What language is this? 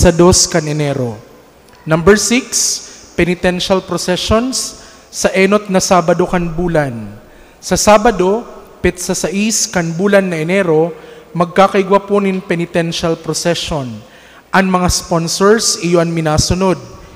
Bikol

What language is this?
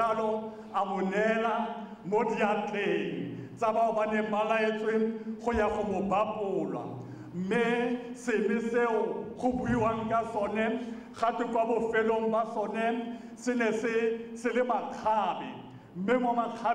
Tswana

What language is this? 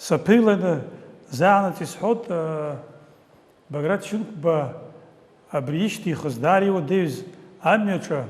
Abkhazian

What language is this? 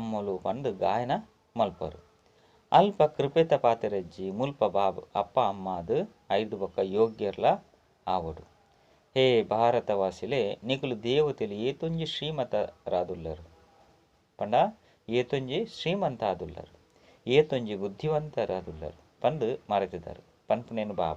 Tulu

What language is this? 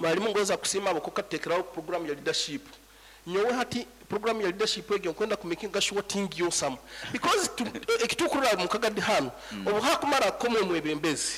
Nyankole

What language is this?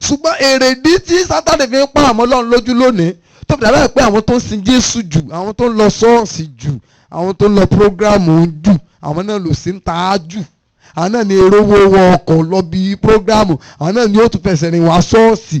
Yoruba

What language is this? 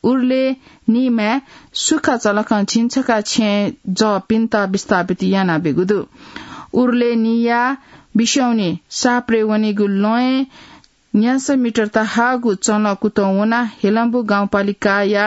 Newari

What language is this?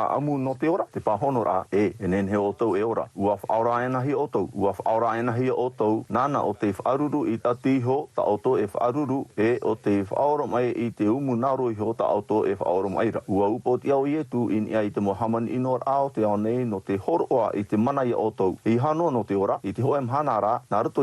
Tahitian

